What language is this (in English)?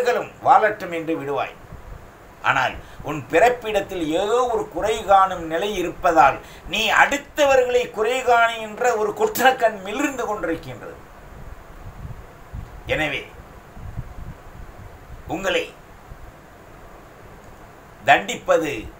Tamil